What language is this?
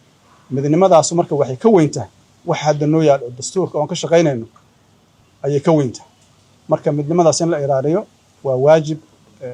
Somali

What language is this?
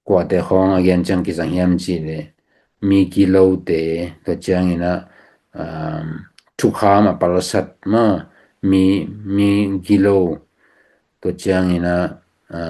Tedim Chin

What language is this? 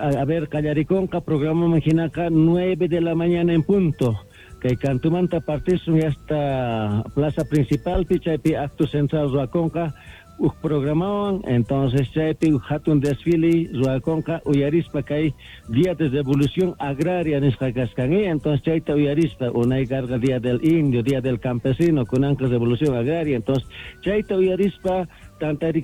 Quechua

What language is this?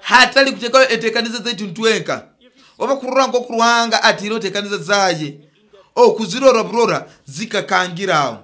Nyoro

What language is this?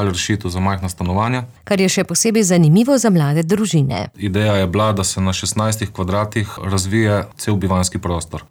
Slovenian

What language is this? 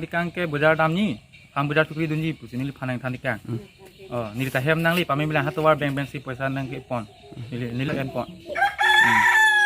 Karbi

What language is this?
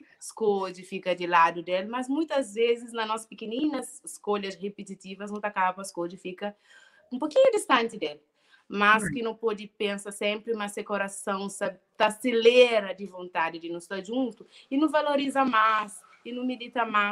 Kabuverdianu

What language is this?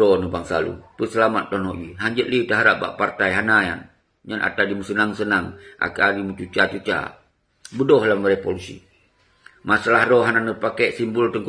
Achinese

